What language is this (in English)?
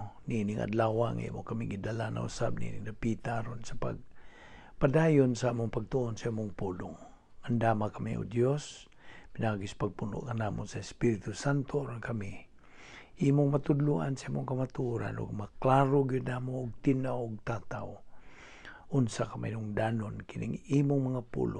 Cebuano